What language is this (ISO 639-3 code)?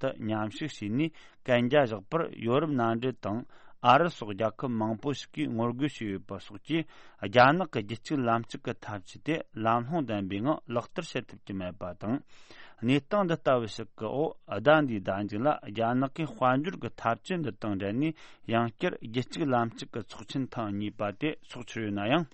bod